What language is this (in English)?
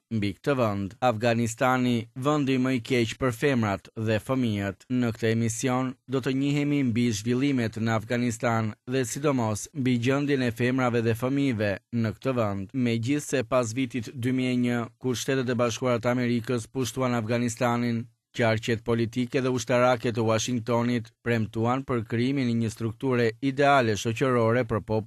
Albanian